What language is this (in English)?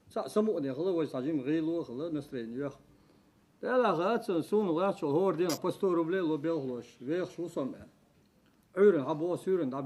Chechen